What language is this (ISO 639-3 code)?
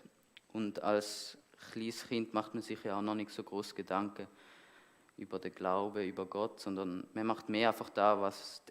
gsw